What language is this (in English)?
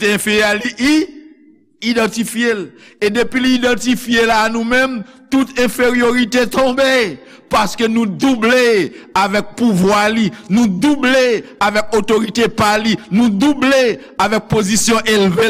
Haitian Creole